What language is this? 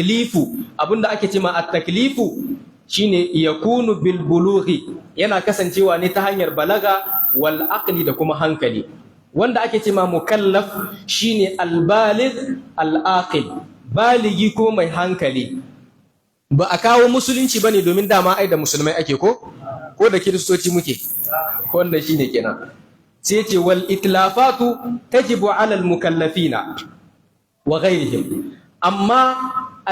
Hausa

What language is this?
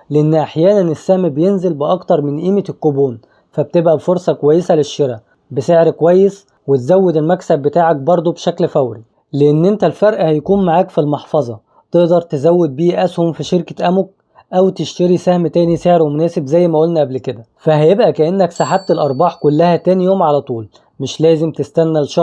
Egyptian Arabic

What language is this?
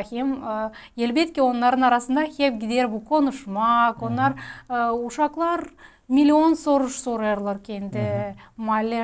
Gagauz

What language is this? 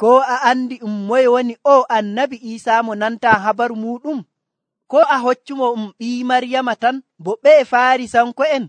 Nigerian Fulfulde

